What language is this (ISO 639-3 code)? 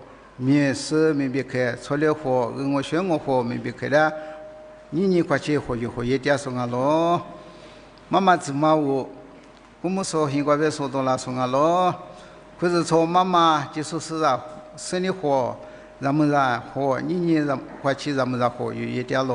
lis